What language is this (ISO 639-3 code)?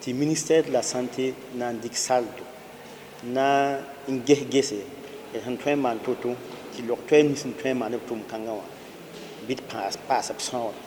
mos